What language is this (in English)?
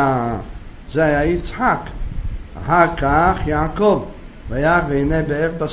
Hebrew